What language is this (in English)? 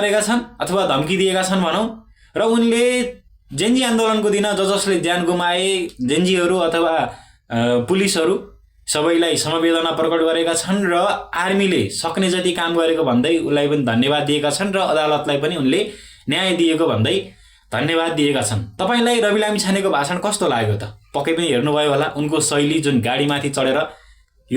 Nepali